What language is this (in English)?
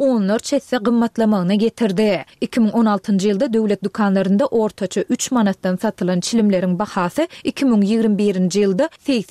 Turkmen